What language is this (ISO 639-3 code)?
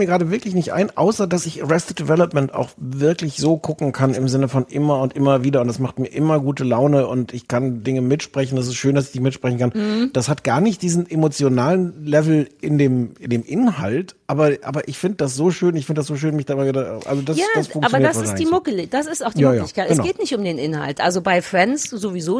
deu